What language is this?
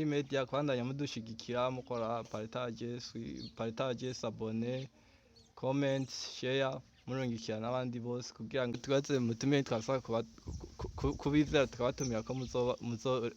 Rundi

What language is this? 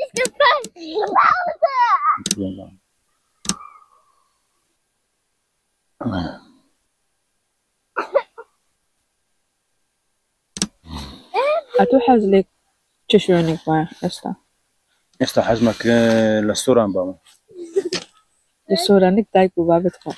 Central Kurdish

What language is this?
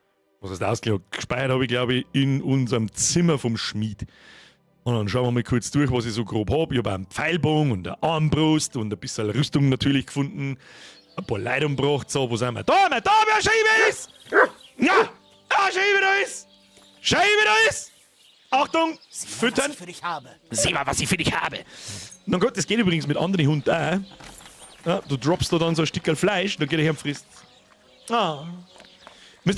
Bavarian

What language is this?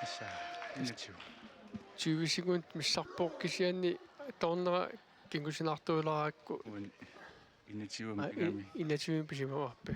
Kalaallisut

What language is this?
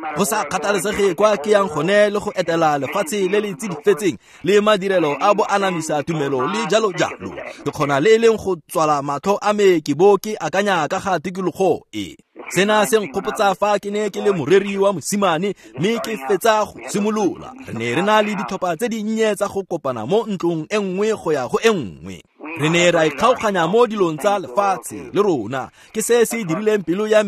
Tswana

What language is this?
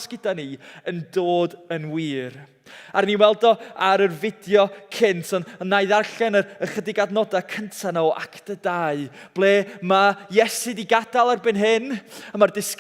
Welsh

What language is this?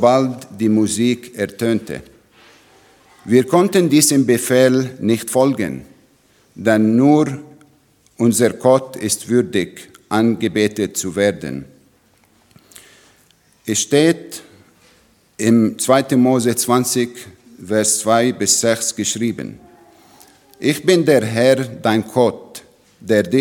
German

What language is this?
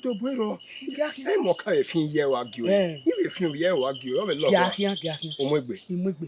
Bini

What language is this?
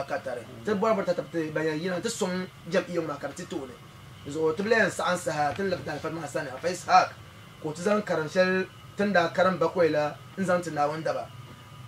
Dagbani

